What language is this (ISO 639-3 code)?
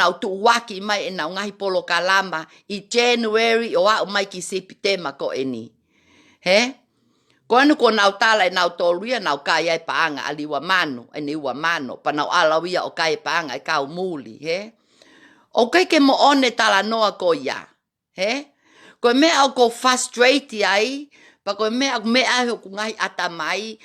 ton